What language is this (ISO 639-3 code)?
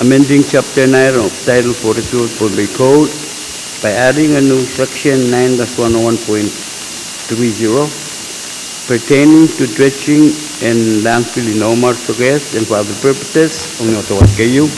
pon